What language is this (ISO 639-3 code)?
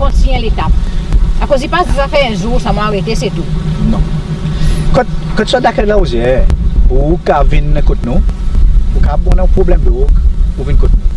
crs